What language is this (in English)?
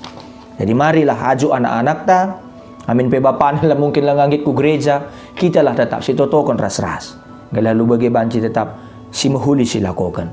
Batak Karo